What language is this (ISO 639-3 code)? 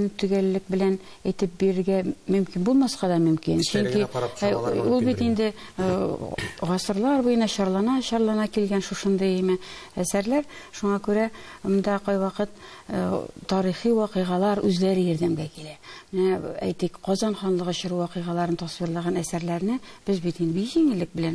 tat